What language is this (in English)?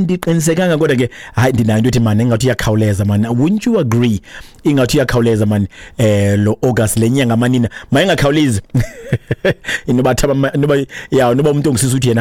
Xhosa